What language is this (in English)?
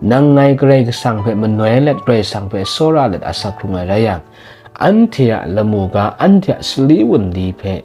Kachin